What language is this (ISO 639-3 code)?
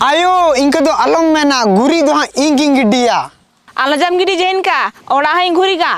sat